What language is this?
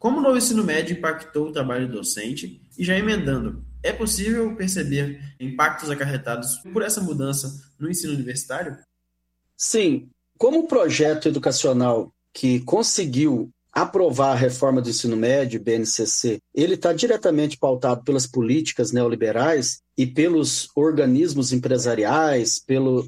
Portuguese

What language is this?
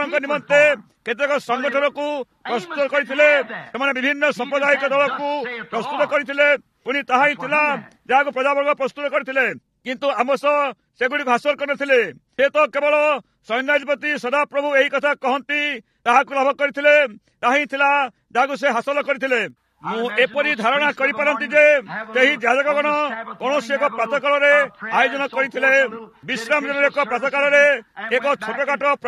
Odia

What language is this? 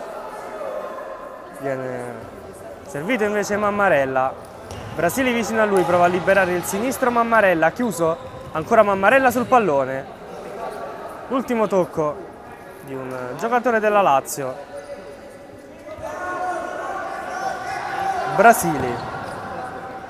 Italian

